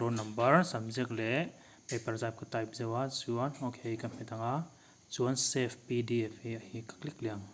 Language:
Mizo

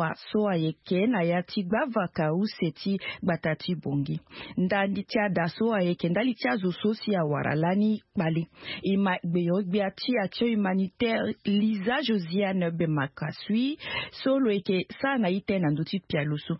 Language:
Sango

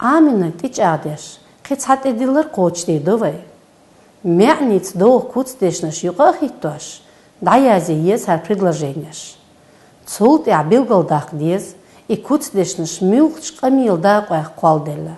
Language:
Chechen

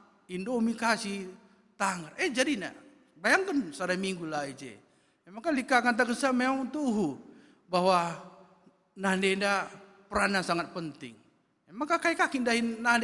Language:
Batak Karo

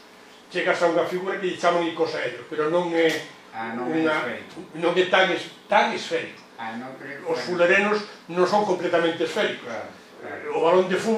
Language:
Galician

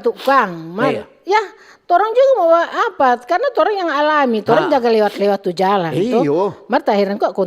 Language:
Manado Malay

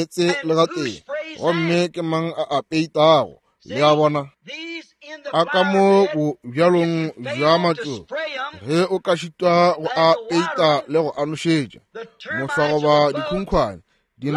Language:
Northern Sotho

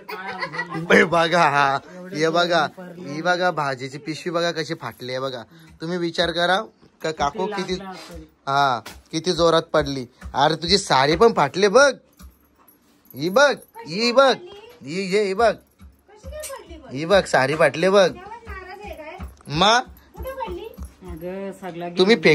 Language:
Marathi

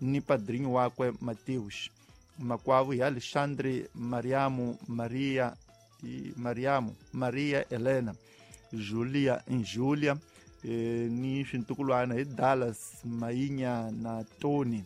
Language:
Tsonga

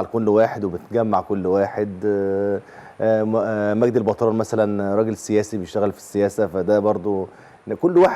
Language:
Egyptian Arabic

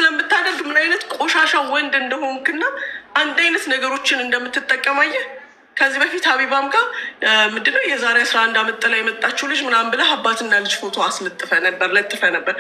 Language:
Amharic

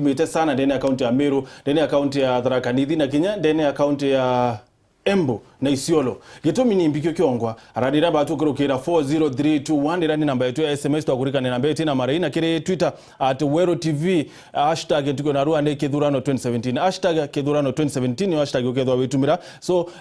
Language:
Meru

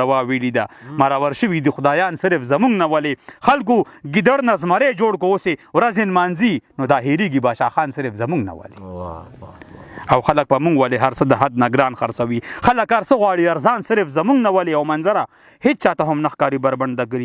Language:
Pashto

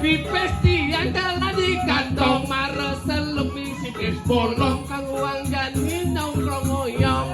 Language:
Balinese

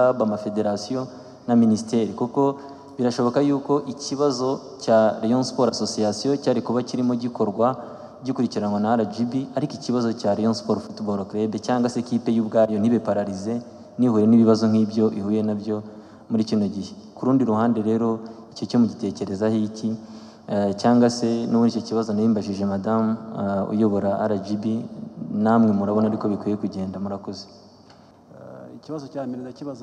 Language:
Kinyarwanda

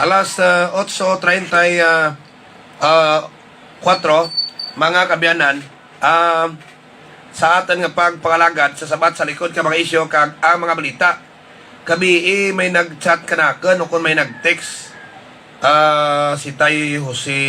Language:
Hiligaynon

